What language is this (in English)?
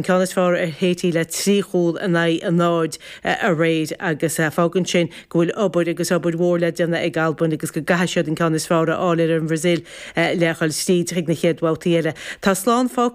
Irish